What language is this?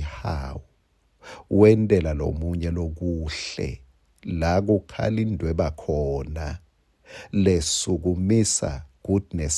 Swati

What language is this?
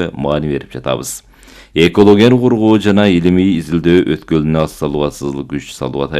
Kyrgyz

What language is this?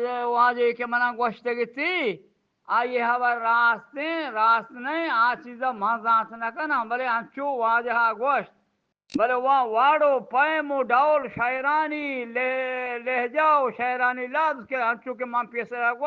Eastern Balochi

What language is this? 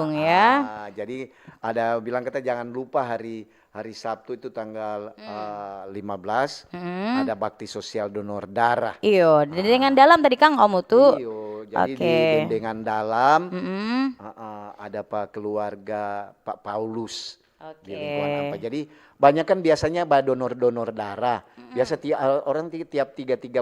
Manado Malay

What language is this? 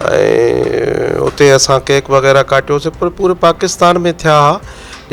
Sindhi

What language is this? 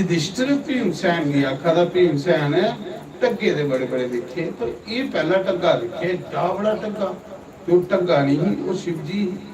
Dogri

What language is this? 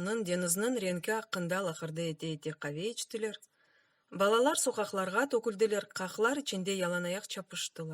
Crimean Tatar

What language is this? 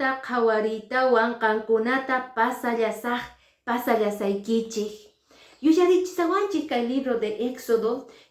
Quechua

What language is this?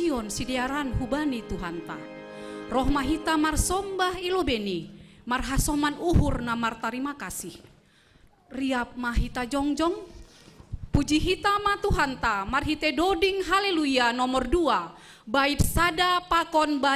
Batak Simalungun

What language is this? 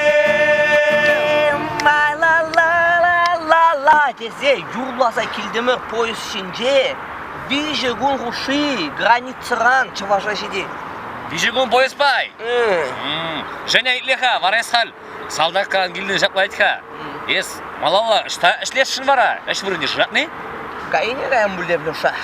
Chuvash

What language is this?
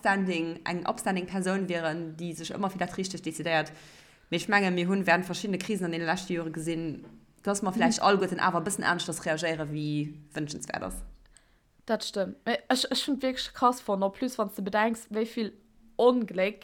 Luxembourgish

